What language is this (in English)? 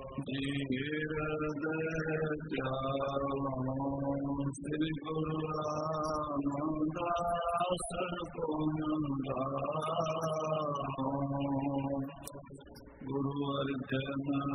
Punjabi